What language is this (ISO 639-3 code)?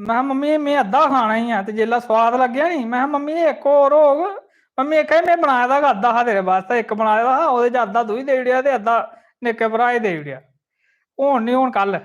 doi